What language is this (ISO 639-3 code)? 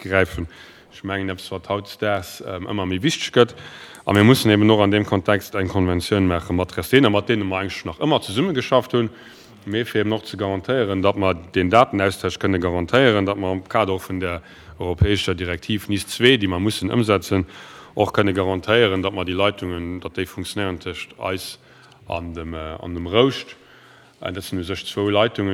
ltz